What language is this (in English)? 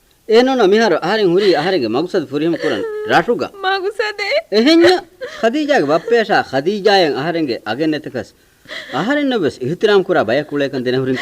Divehi